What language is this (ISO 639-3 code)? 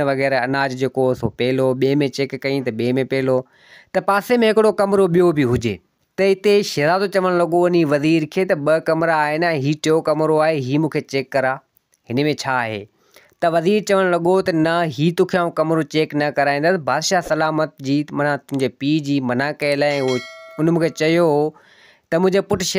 snd